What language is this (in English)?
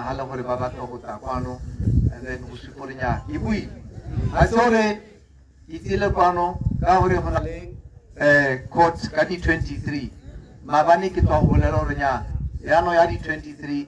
Tswana